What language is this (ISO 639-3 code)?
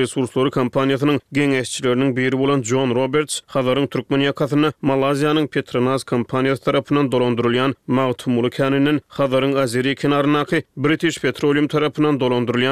tuk